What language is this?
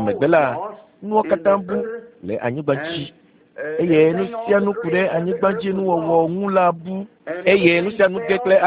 Ewe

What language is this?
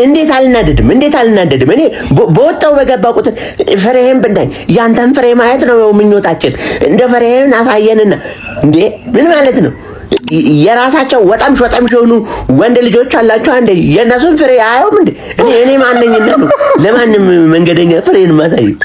Amharic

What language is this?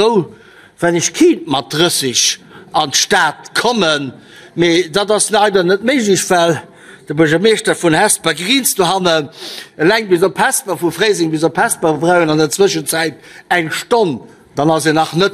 Luxembourgish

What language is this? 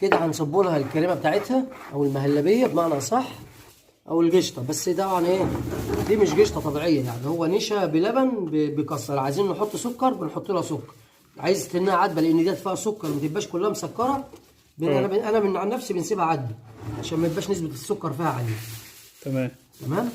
Egyptian Arabic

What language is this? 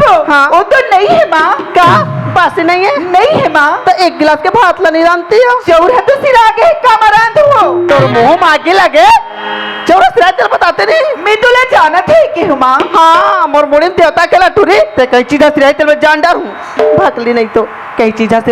Chhattisgarhi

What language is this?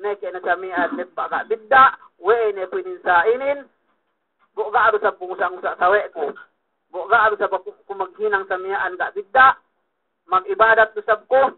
Yakan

